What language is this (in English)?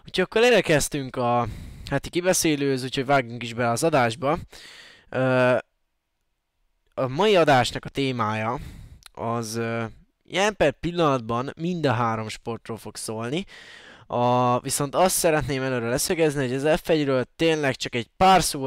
Hungarian